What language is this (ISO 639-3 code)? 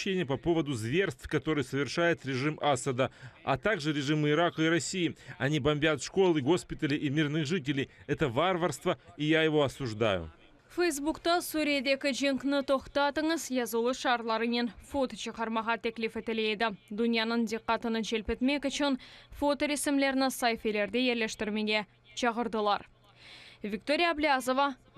crh